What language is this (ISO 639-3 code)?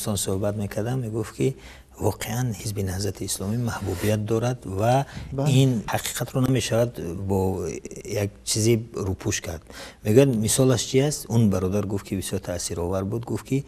tgk